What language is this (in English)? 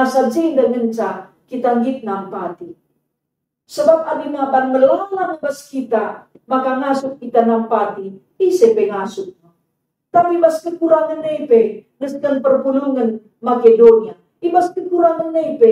Batak Karo